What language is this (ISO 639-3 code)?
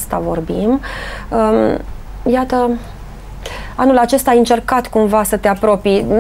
ron